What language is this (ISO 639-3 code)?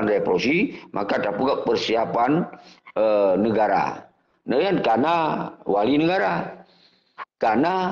ace